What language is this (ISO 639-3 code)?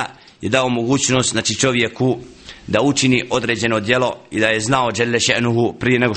bos